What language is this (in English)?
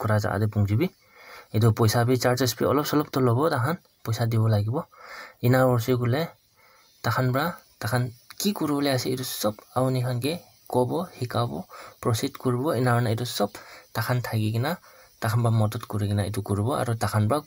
Naga Pidgin